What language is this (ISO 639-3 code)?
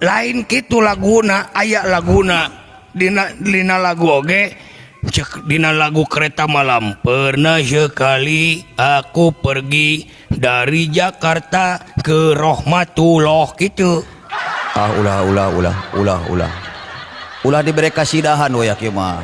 sun